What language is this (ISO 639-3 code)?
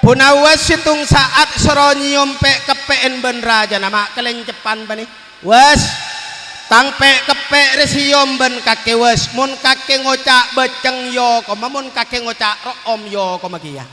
mad